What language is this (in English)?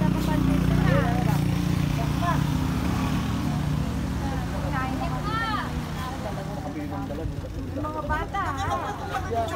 Filipino